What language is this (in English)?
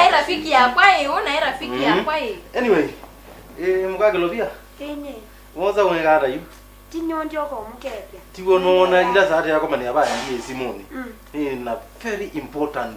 Kamba